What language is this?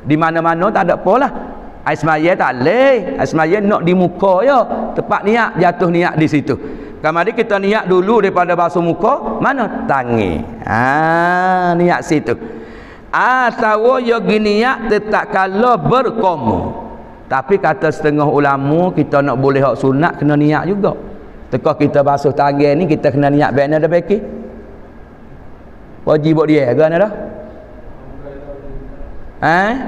Malay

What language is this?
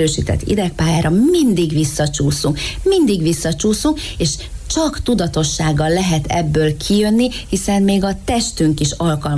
Hungarian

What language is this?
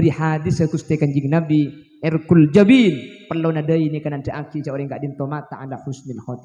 Madurese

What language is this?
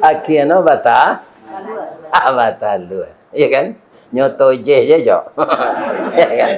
Minangkabau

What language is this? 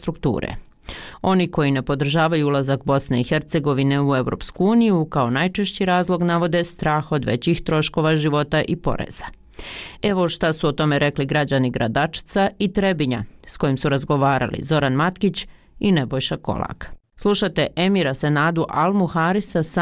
Bosnian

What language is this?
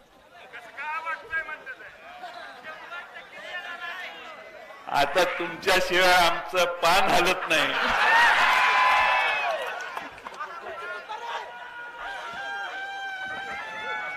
Marathi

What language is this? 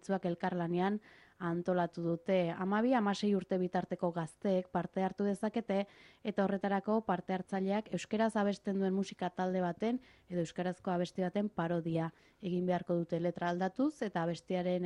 Basque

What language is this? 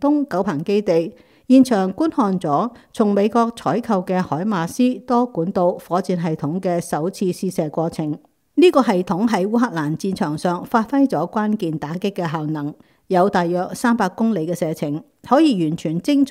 Cantonese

